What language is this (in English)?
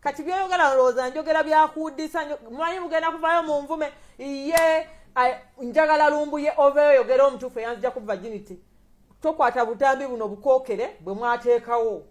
Ganda